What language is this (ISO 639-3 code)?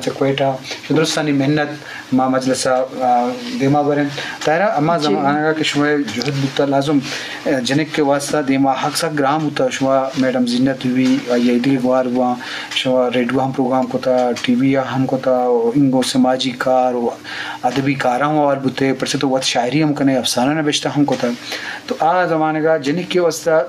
bgp